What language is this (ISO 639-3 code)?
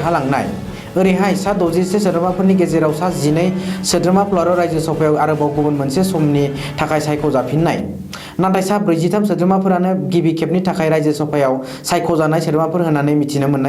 brx